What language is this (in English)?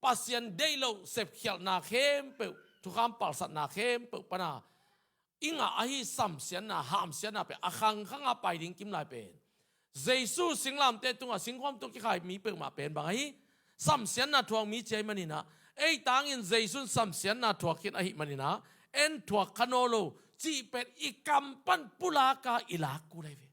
Tedim Chin